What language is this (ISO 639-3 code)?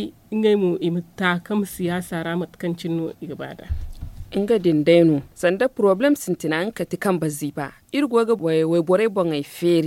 dje